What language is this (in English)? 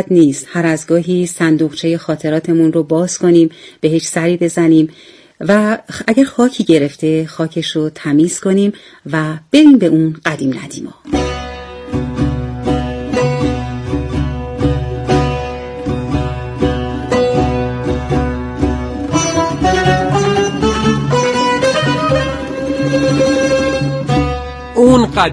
Persian